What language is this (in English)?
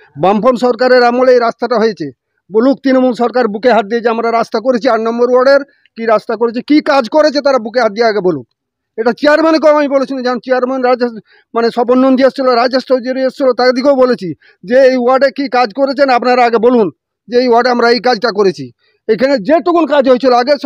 Bangla